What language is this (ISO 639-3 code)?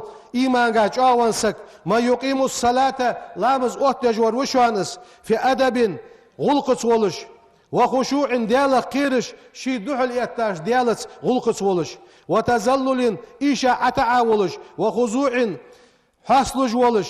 inh